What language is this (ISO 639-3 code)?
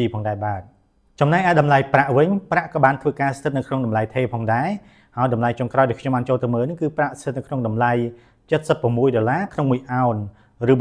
khm